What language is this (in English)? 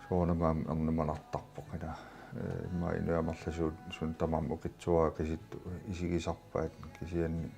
Kalaallisut